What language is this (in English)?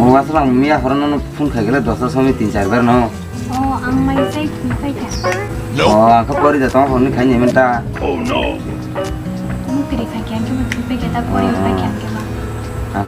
Kok Borok